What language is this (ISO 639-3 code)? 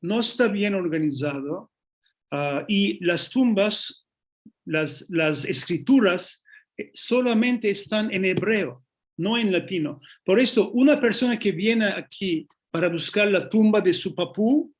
lad